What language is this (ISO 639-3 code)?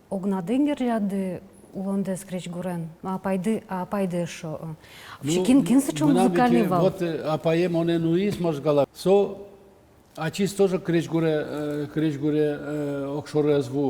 udm